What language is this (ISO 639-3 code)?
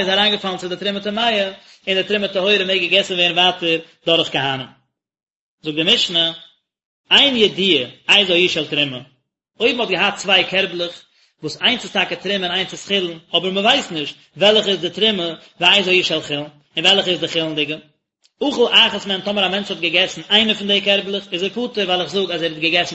yid